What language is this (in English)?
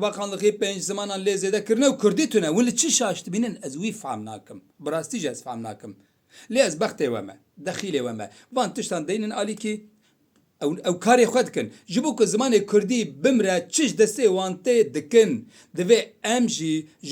Kurdish